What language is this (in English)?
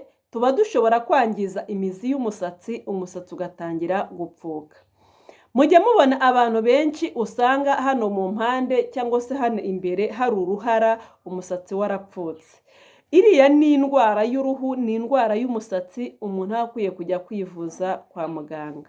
Kinyarwanda